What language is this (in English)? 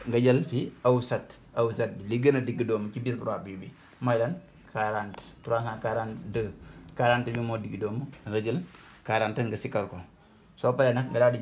Wolof